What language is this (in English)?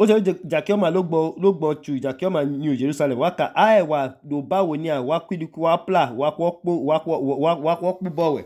Idoma